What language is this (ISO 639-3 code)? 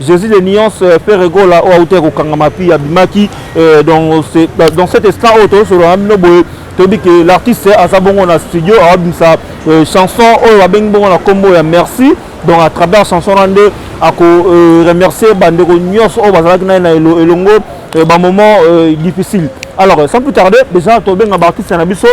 lin